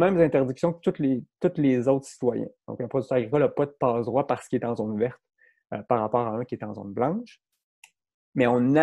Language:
French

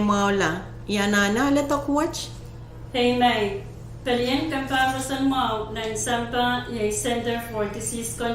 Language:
Pohnpeian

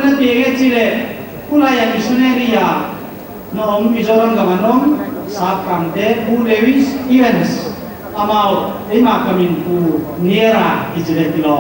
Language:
Paite Chin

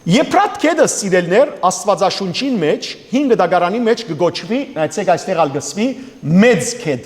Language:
Western Armenian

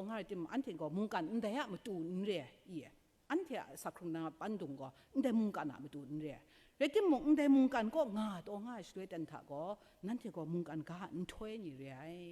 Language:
Kachin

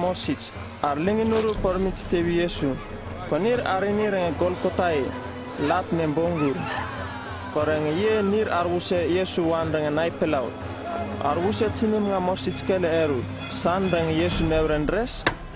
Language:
Uripiv-Wala-Rano-Atchin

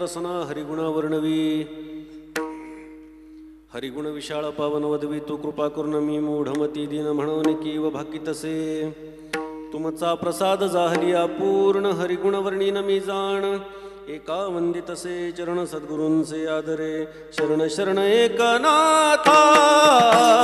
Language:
Marathi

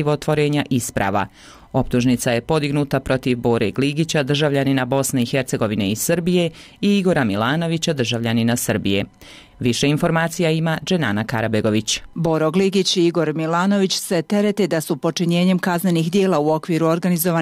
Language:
Bosnian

